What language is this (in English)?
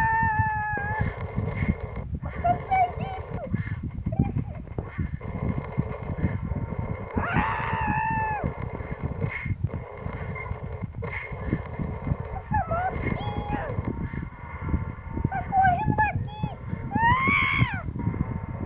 Portuguese